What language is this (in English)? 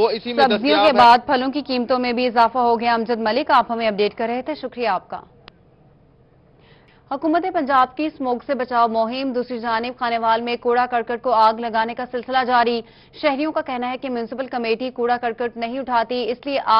Urdu